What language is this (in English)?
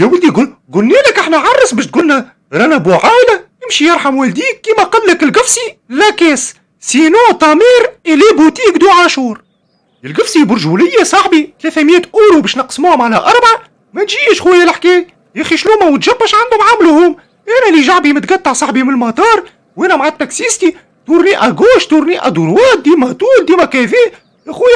Tunisian Arabic